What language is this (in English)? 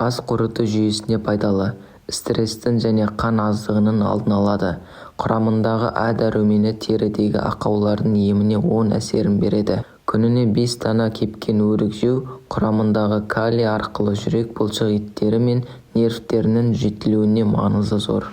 Kazakh